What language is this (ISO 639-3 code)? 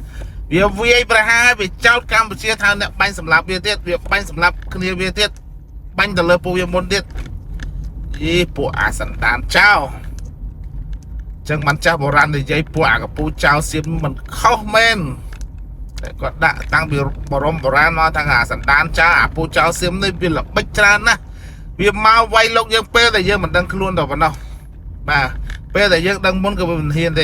khm